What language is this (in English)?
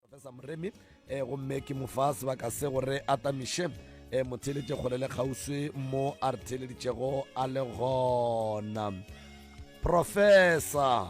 Northern Sotho